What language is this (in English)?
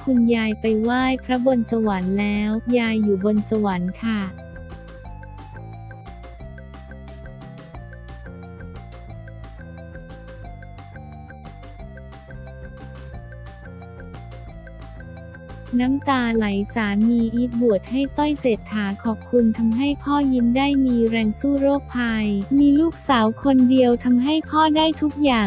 Thai